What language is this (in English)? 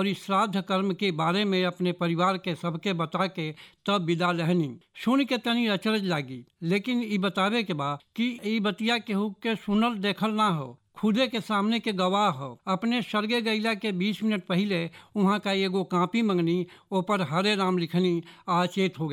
Bhojpuri